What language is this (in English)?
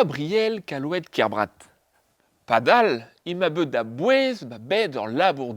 Breton